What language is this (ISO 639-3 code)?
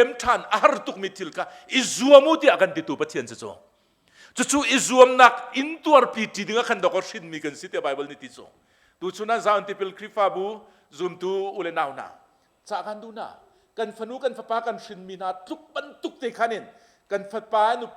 cnh